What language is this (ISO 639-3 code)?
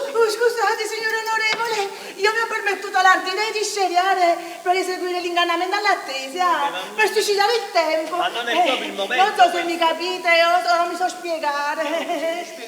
nap